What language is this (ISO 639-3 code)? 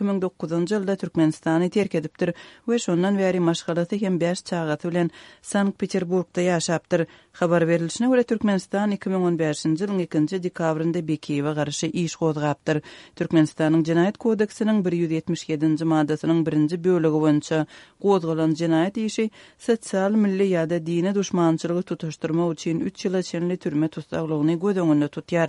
tuk